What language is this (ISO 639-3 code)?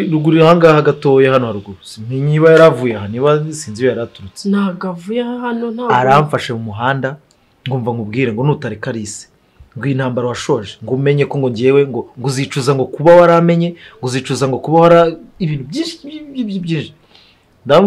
kin